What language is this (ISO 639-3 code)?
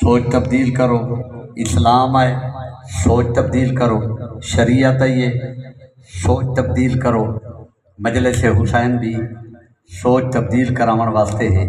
skr